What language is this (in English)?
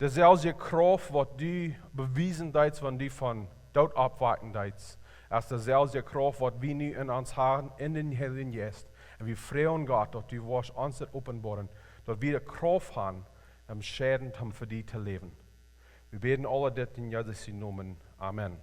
Plautdietsch